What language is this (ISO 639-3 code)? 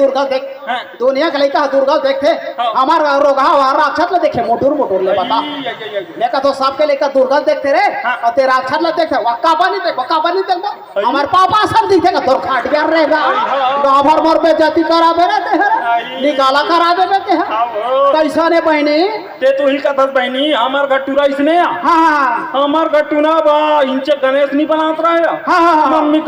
hne